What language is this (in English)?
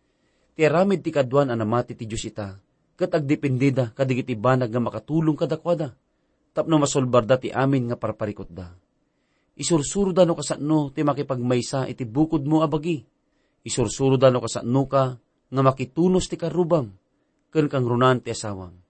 Iloko